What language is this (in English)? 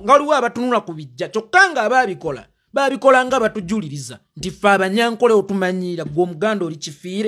Ganda